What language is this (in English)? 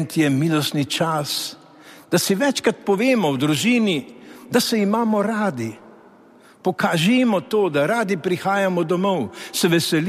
Slovenian